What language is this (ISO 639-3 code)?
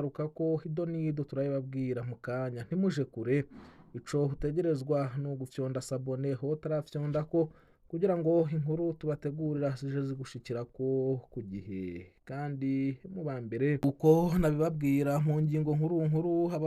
run